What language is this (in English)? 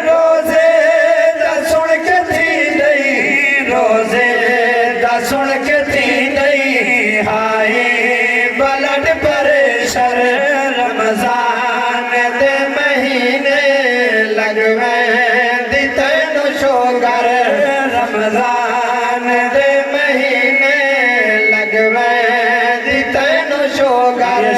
Saraiki